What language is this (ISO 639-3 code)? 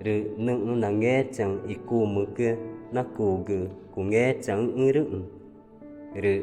tca